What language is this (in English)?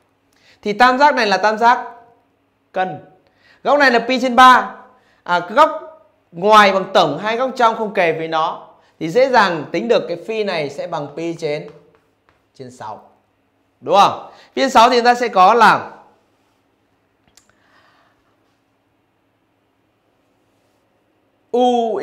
Vietnamese